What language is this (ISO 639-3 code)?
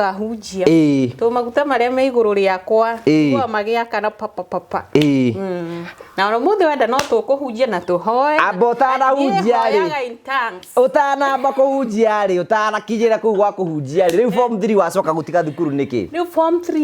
kik